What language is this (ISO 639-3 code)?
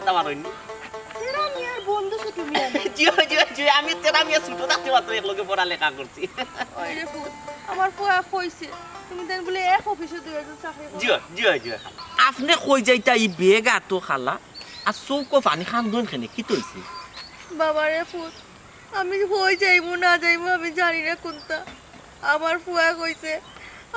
syl